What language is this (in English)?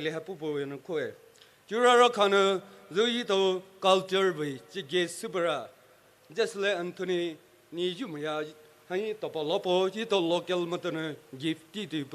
Poumei Naga